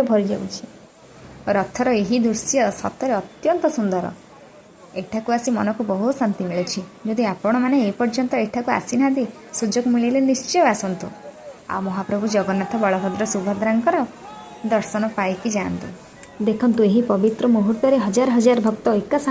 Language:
Odia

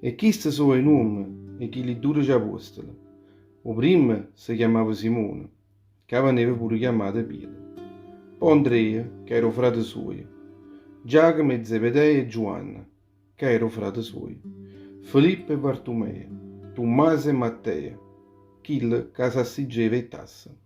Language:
Neapolitan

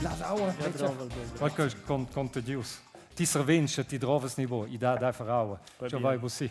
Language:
Romansh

